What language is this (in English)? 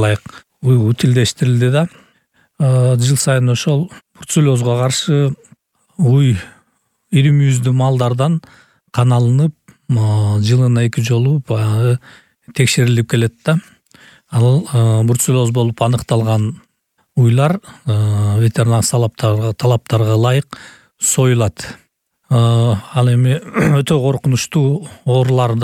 Kyrgyz